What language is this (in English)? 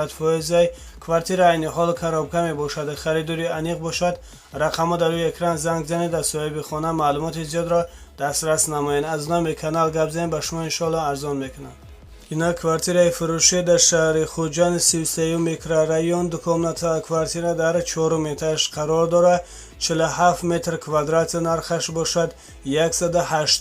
Tajik